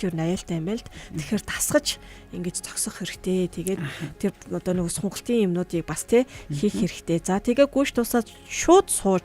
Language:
Mongolian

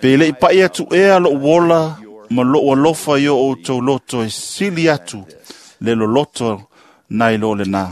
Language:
Samoan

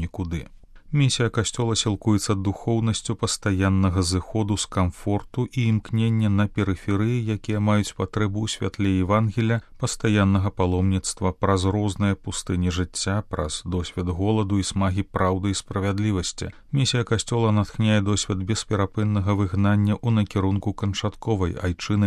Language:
Belarusian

